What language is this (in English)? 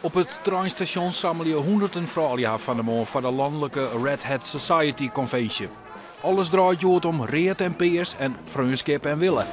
Western Frisian